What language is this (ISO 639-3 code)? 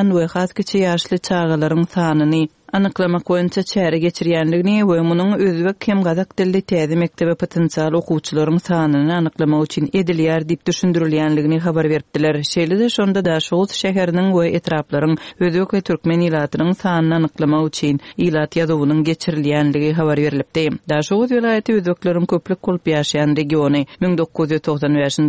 tuk